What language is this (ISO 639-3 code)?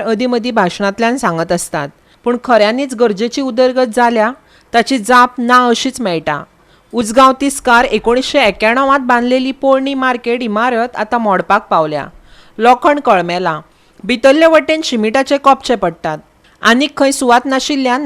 kok